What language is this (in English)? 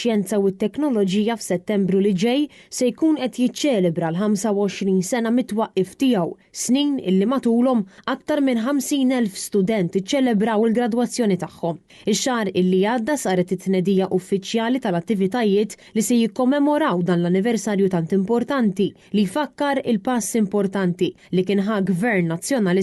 Maltese